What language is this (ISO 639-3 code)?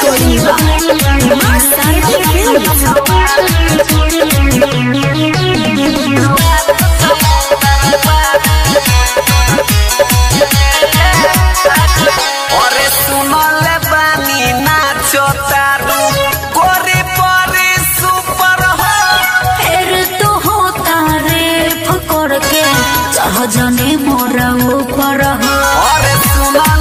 bho